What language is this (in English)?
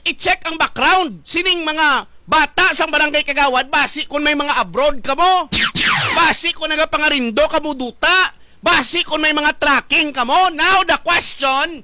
Hiligaynon